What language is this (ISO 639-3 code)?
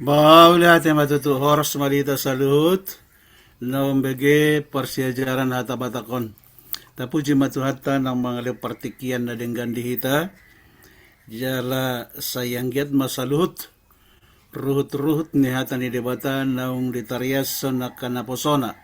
bbc